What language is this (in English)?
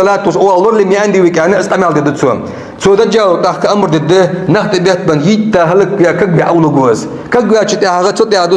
Ingush